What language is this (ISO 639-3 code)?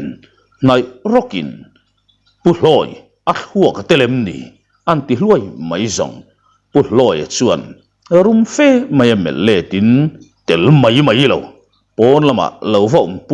lus